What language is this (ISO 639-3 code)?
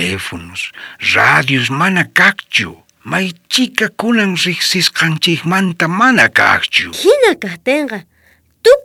quh